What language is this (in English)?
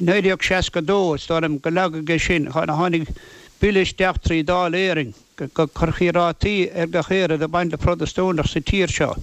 Irish